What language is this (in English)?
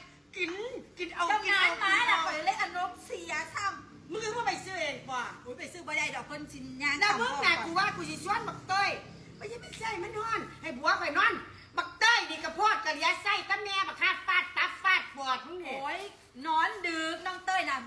Northeastern Thai